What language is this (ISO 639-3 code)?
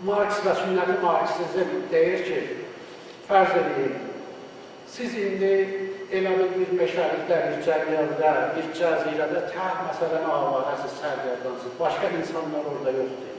azb